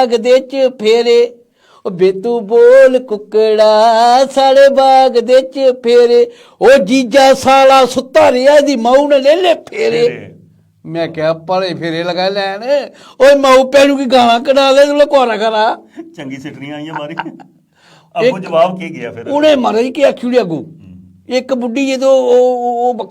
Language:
Dogri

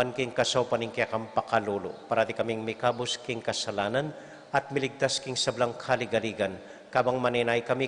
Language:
Pampanga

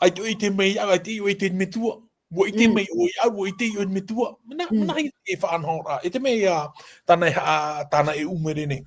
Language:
Tahitian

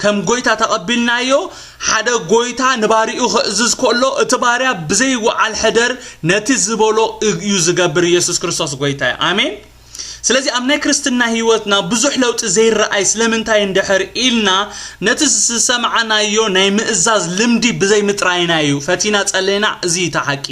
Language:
Tigrinya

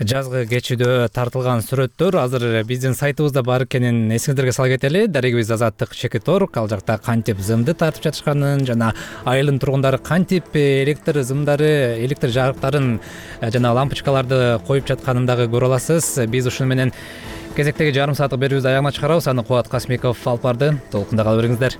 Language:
Kyrgyz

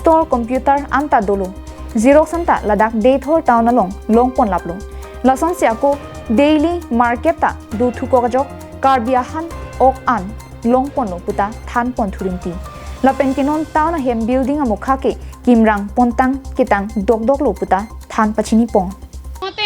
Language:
Karbi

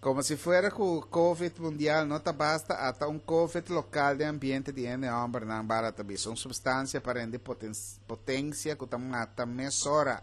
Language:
Papiamento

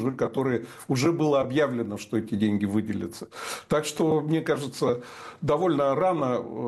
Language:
Russian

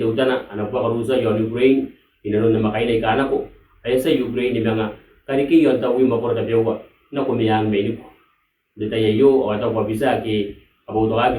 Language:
Gilbertese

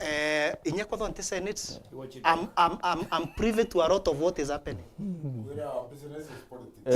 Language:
Meru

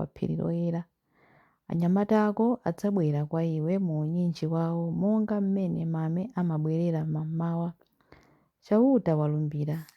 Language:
Nyanja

